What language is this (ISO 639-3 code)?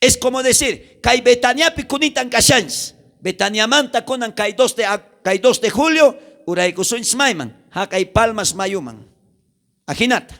quh